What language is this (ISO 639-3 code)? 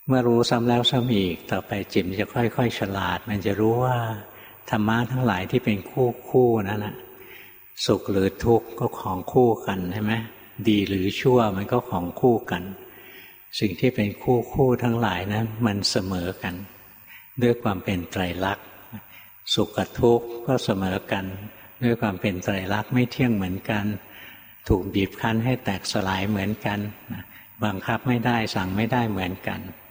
tha